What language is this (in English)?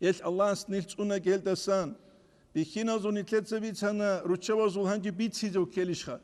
Avaric